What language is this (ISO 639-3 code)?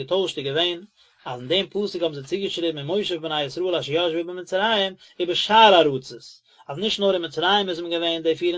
yid